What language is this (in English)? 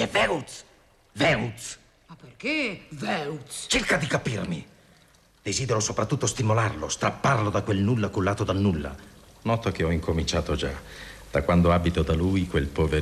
Italian